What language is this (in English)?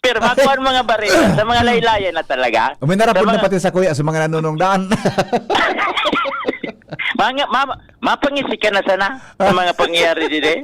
Bikol